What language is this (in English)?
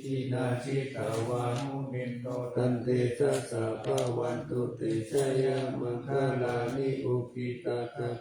Pali